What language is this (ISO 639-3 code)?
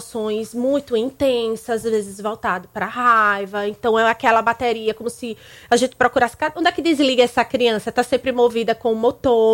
por